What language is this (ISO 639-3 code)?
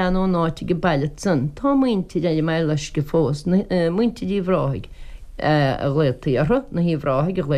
gle